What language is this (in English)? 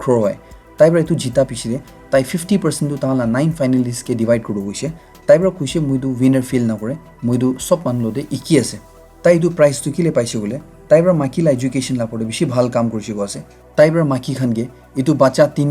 Naga Pidgin